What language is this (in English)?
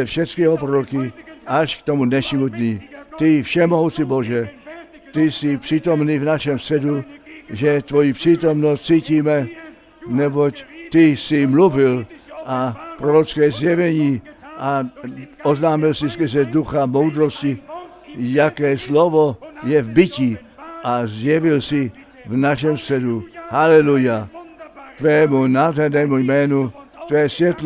Czech